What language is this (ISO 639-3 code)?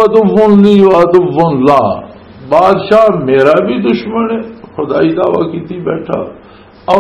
lah